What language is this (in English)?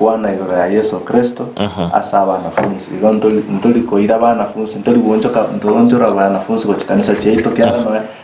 Gusii